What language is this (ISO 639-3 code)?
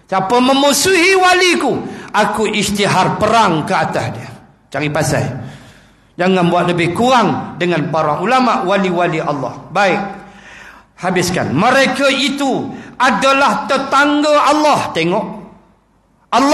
msa